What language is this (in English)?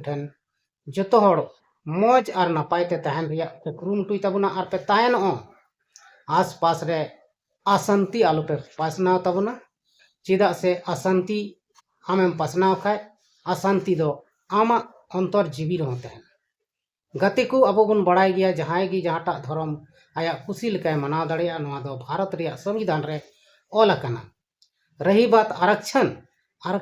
Santali